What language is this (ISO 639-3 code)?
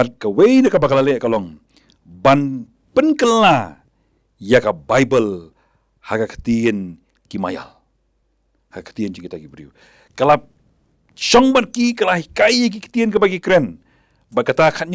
kha